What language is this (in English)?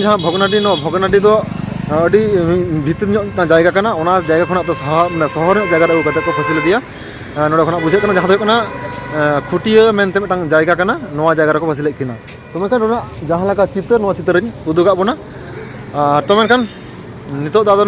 Santali